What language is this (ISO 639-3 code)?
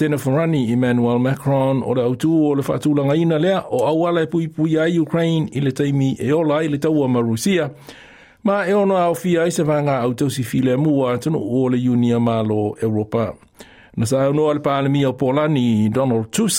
smo